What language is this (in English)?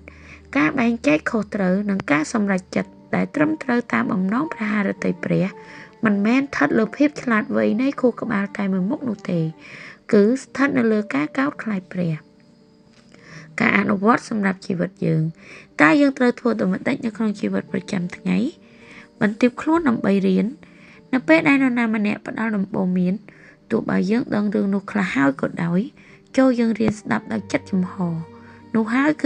Khmer